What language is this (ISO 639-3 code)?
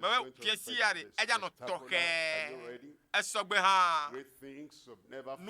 ewe